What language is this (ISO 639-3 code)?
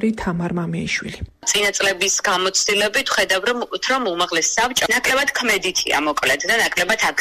kat